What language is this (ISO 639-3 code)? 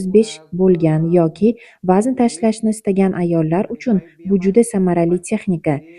uzb